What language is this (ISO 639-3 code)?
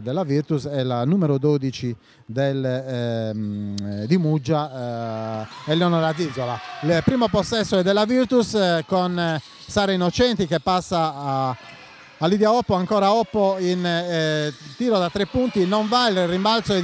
ita